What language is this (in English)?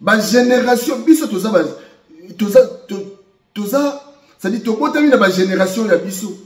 Lingala